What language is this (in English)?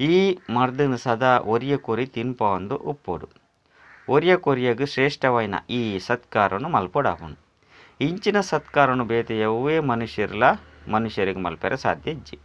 Tulu